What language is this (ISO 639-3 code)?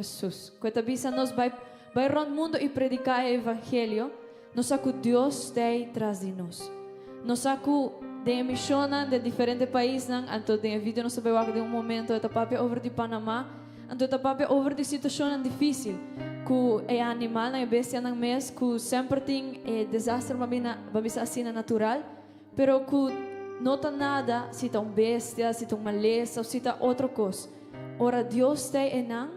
pap